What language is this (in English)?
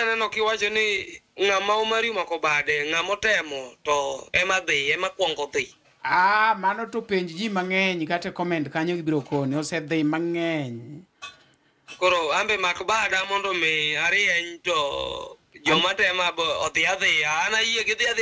Luo (Kenya and Tanzania)